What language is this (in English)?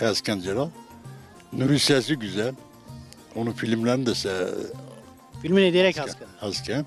Zaza